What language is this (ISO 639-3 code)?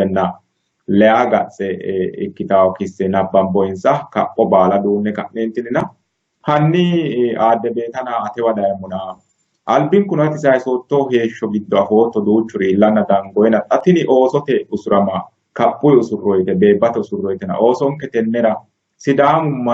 sid